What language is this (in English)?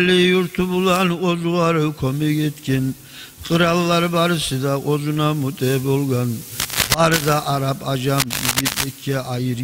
Kumyk